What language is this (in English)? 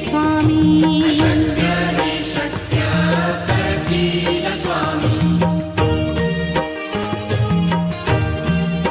Marathi